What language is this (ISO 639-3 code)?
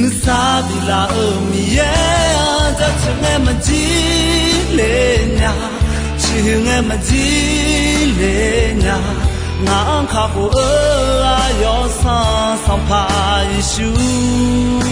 ahk